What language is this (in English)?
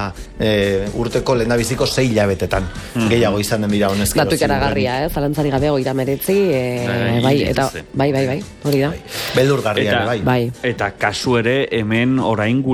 Basque